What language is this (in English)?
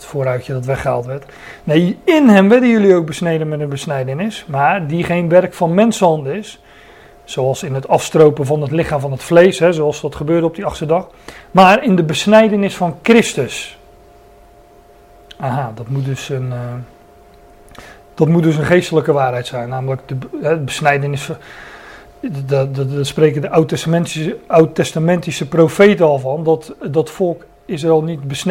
Dutch